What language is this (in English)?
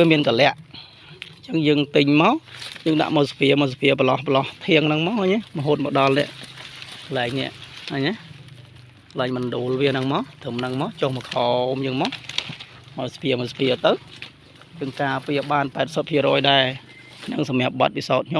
Khmer